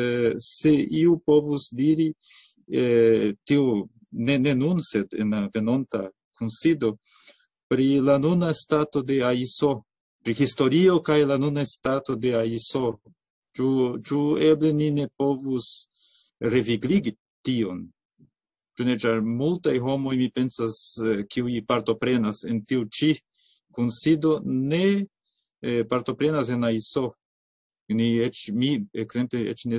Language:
Esperanto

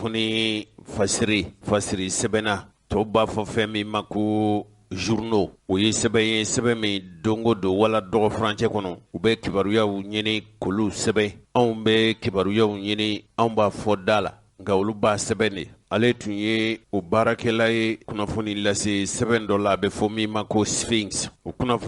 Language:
Bambara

